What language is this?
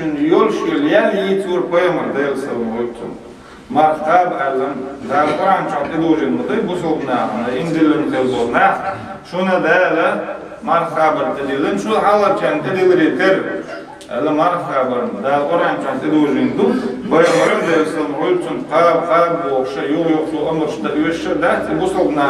Chechen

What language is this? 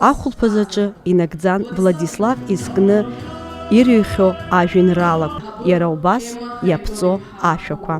Abkhazian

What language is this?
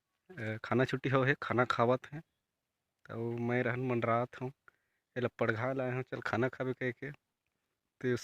Chhattisgarhi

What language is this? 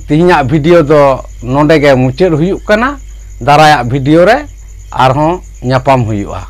Santali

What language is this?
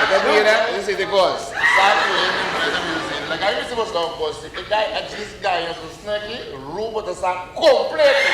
Papiamento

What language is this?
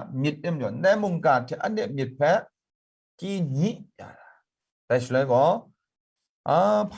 Kachin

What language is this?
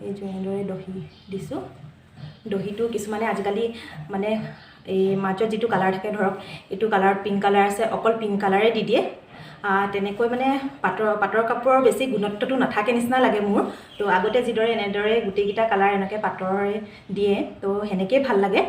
Assamese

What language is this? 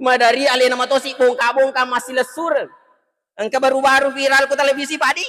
Buginese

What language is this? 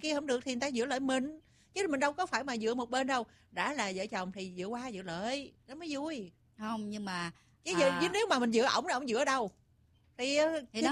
Vietnamese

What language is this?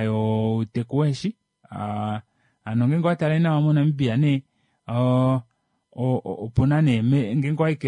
Kuanyama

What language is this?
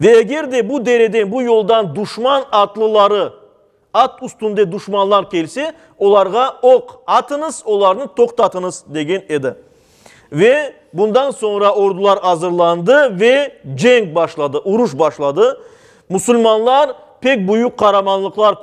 Crimean Tatar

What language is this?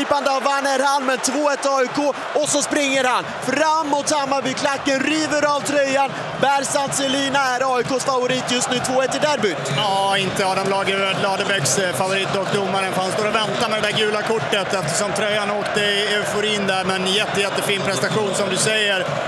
Swedish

